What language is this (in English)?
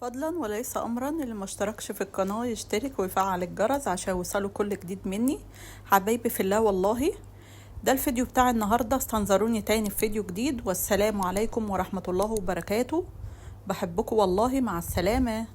Egyptian Arabic